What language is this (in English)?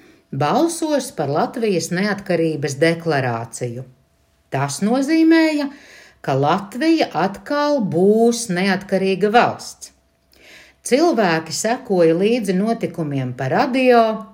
Latvian